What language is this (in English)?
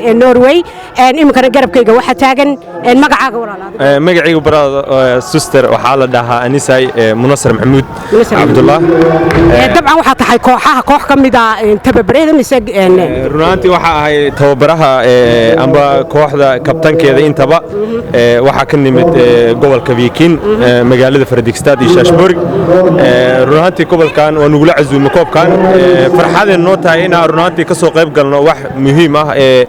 Somali